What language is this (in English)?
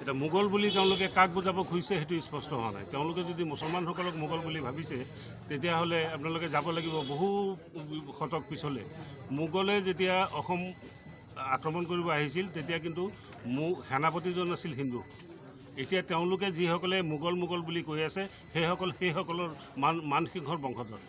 Assamese